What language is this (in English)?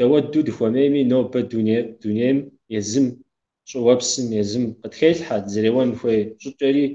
Kabardian